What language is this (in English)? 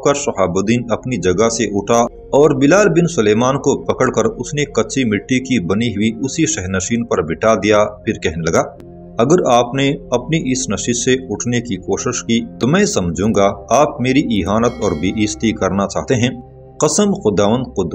Urdu